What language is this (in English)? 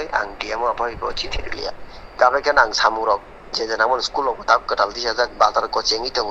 Kok Borok